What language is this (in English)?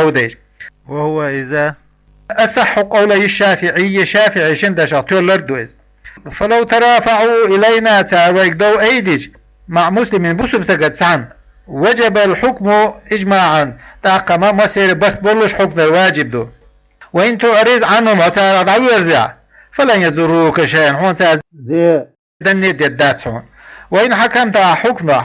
Chechen